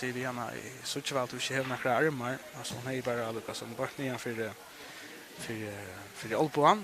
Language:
Faroese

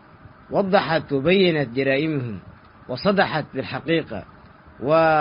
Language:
Tigre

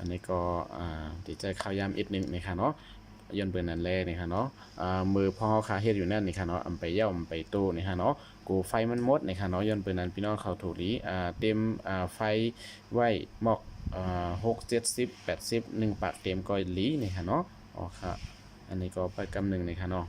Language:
Shan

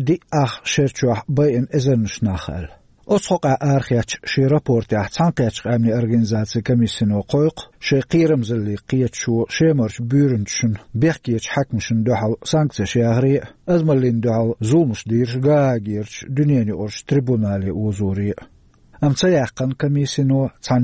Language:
Chechen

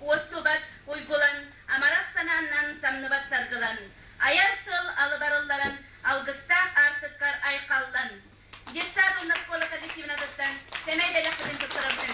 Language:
Yakut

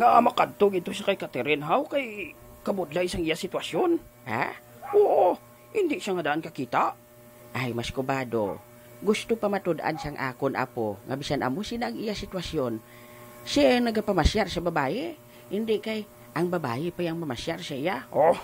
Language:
Hiligaynon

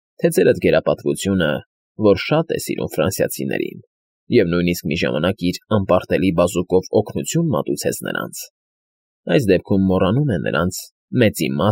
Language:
Armenian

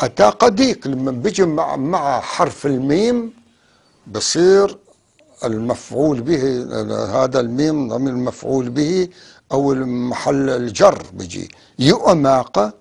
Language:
North Levantine Arabic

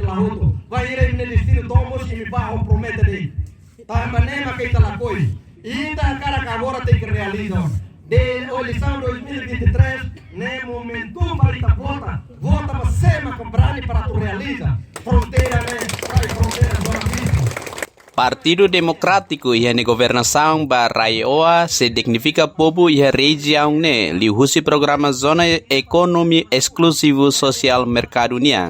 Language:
Tetum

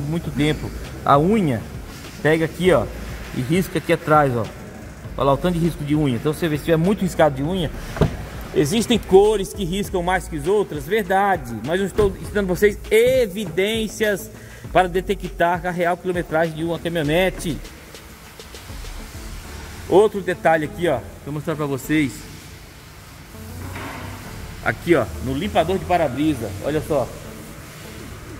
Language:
Portuguese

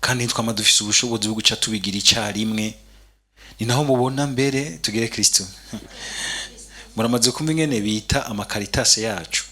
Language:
Rundi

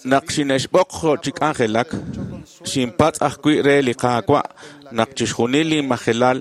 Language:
Kekchí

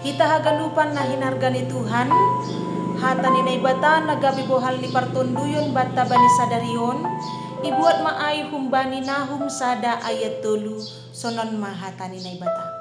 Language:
Batak Simalungun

